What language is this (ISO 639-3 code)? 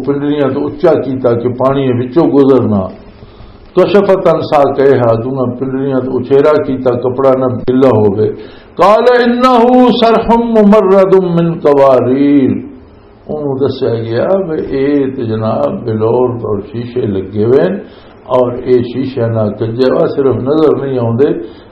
lah